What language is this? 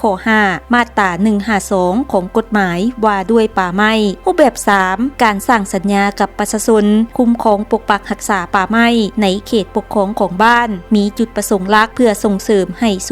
Lao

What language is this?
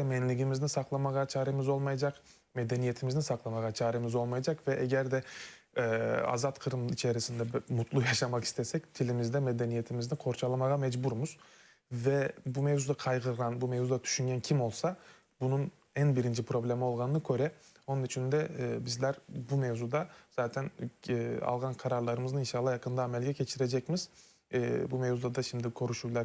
Crimean Tatar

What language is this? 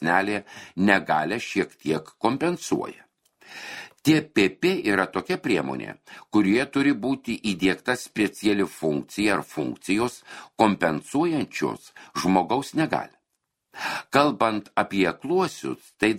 Lithuanian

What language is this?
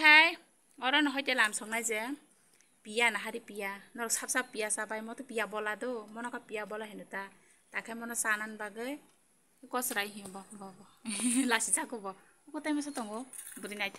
Kok Borok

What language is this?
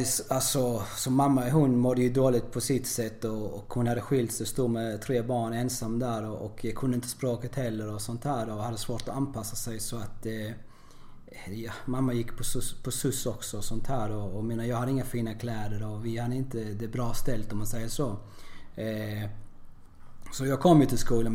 Swedish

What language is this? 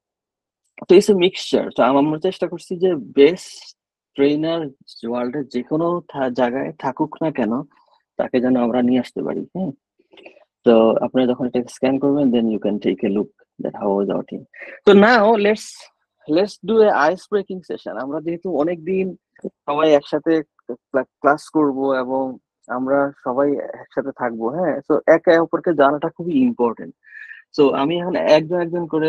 Bangla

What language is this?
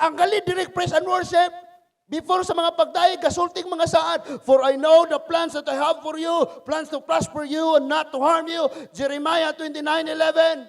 Cebuano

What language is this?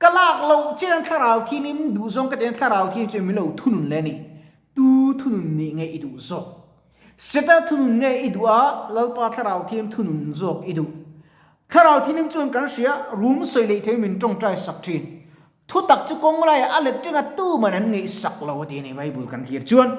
Mizo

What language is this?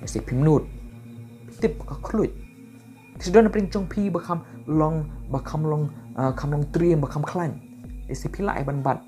Khasi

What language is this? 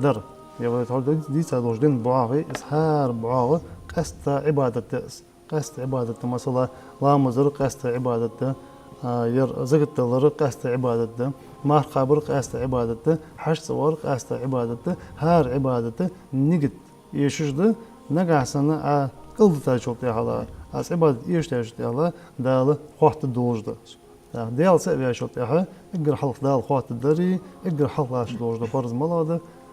Ingush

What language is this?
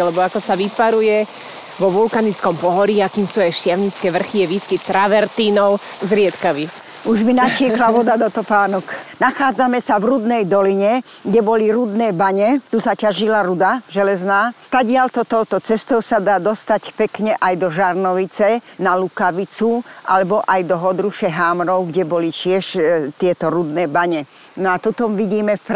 Slovak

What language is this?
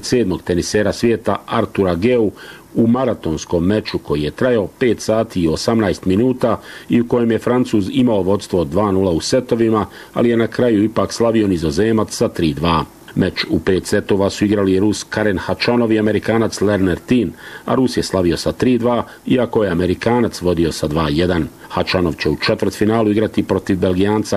Bosnian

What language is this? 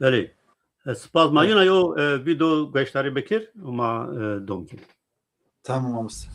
Zaza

